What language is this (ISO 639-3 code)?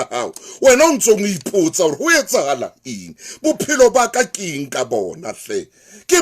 sot